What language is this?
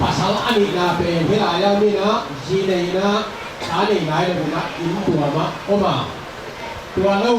Tedim Chin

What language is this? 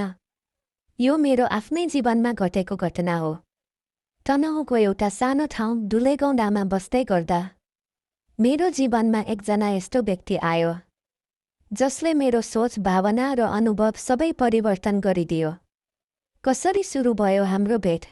Nepali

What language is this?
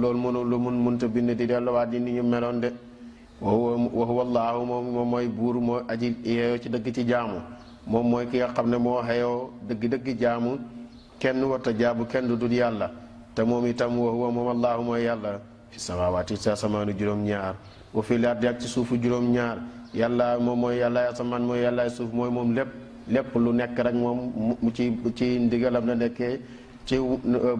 Wolof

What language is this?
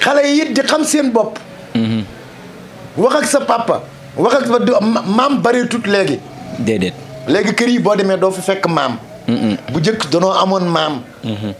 Wolof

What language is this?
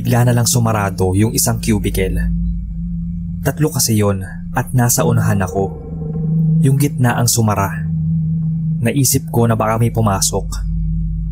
Filipino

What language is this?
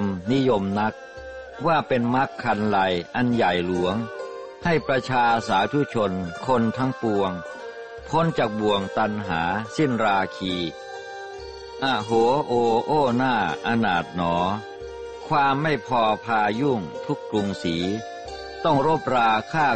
Thai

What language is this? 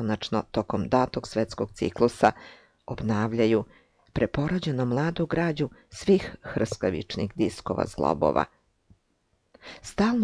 Serbian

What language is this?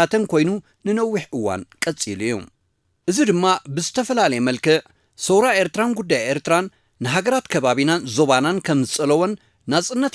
Tigrinya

